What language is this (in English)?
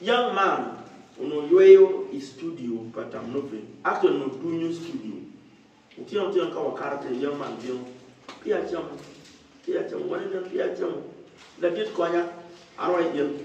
Acoli